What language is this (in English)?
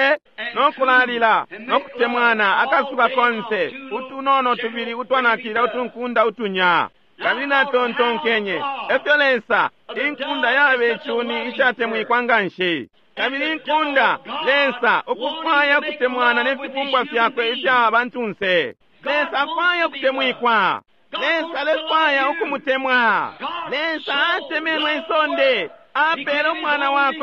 Bemba